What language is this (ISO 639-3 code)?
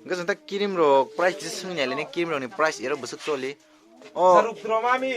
trp